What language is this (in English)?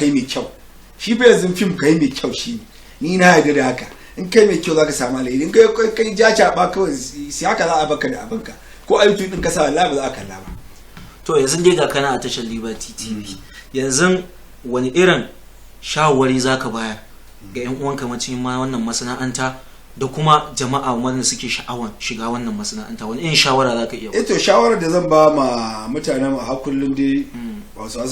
Hausa